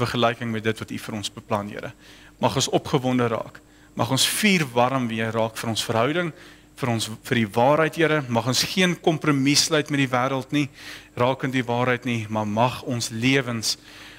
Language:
Afrikaans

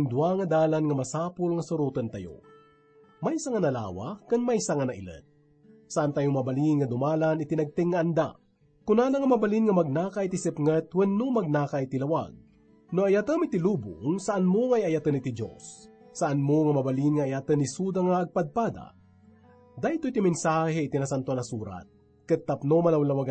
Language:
Iloko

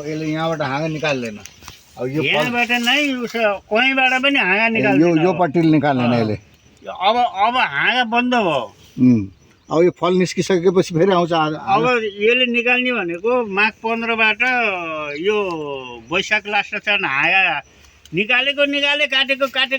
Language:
Nepali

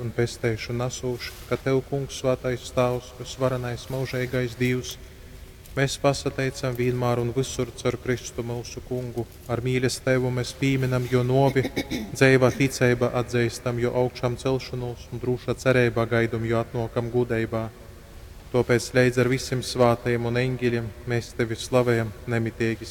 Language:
Latgalian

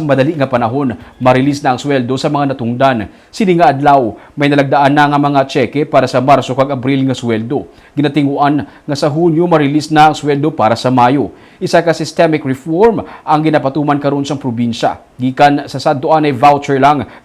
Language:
Hiligaynon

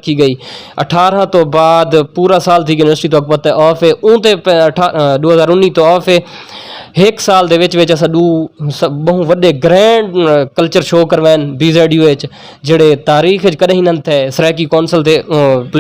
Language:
Saraiki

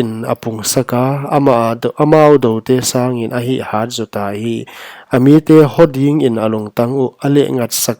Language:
Paite Chin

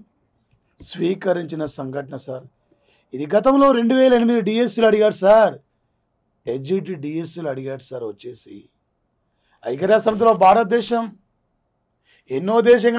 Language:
Telugu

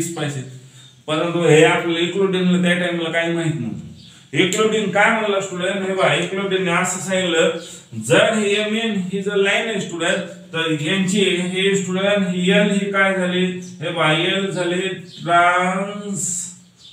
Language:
Marathi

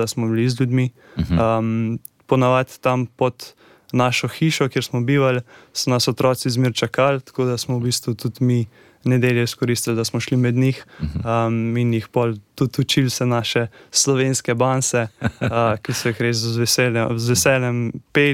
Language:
Slovenian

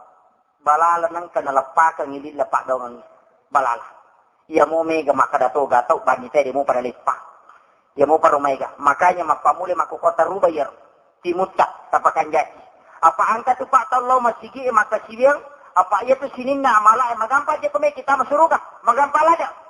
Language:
Buginese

